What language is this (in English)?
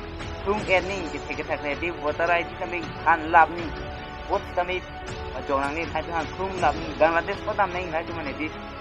Karbi